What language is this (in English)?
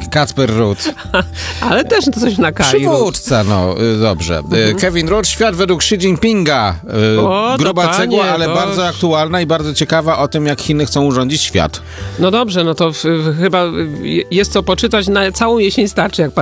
Polish